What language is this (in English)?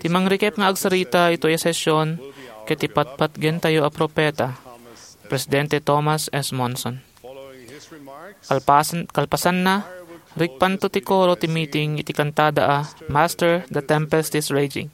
Iloko